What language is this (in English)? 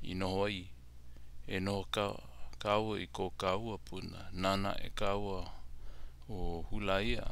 Hawaiian